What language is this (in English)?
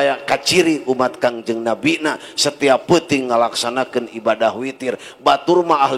Sundanese